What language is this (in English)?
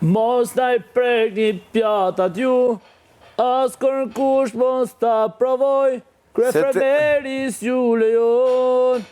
Albanian